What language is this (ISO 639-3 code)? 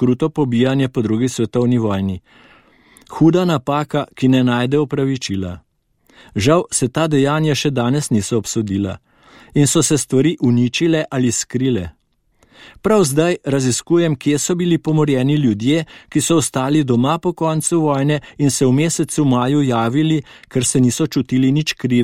slv